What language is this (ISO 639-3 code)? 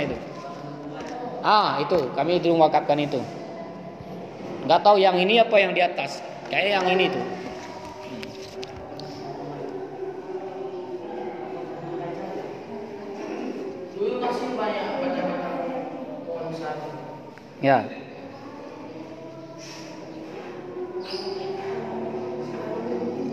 ind